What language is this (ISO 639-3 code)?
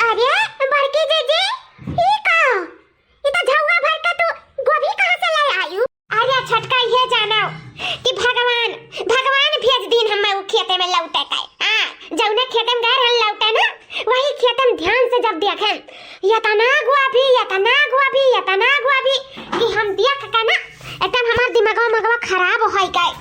awa